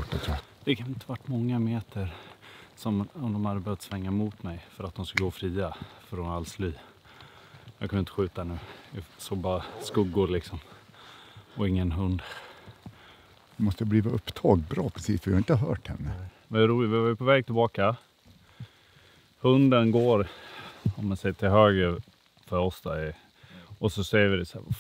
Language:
Swedish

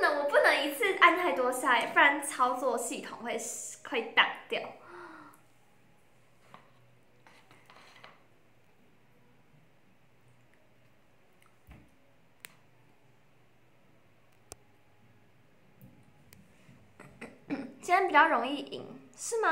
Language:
Chinese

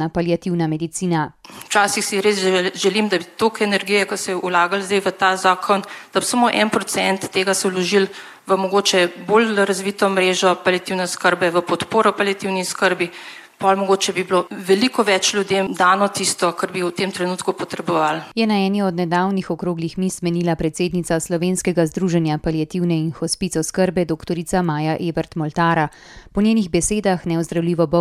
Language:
Slovenian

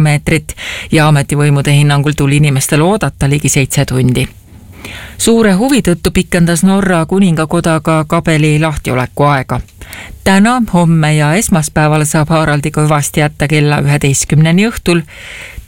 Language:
Estonian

